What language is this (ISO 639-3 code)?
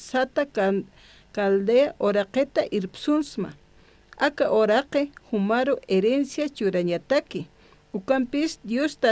aym